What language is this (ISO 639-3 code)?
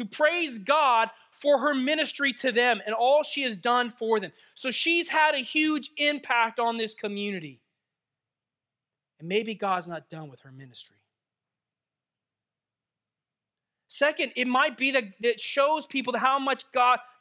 eng